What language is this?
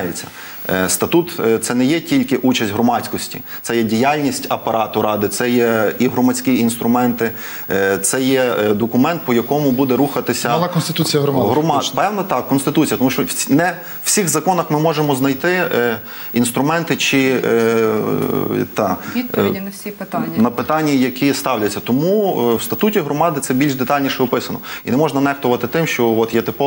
Ukrainian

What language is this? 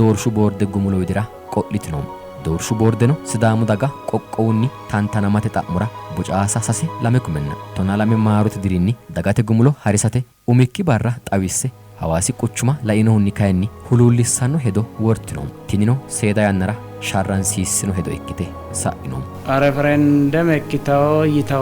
Sidamo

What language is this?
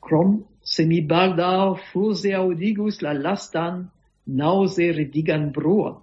Esperanto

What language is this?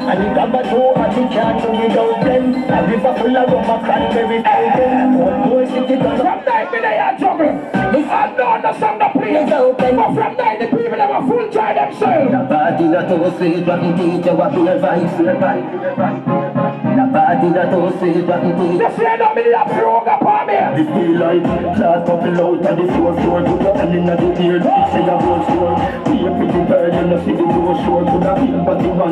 Jamaican Creole English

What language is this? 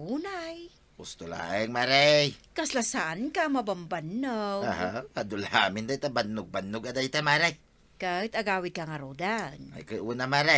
Iloko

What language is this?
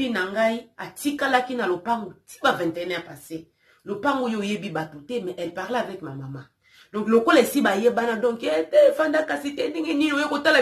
Lingala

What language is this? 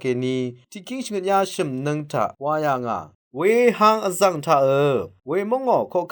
Rawang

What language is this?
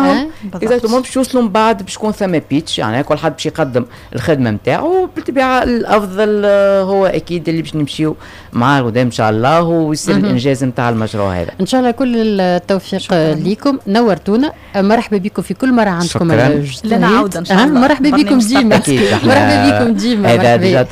Tunisian Arabic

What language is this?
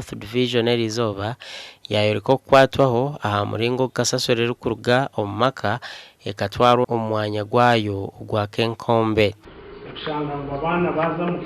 Nyankole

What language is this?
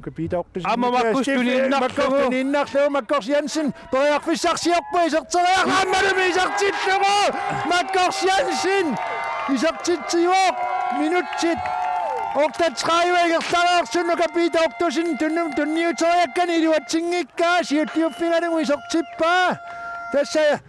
Kalaallisut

